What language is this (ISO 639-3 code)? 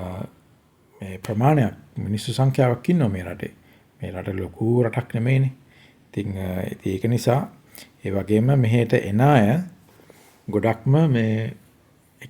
sin